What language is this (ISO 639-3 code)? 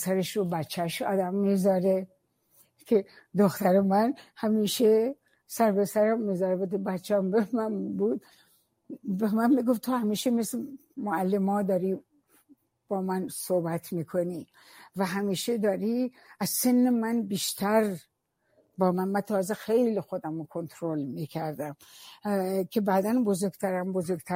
fas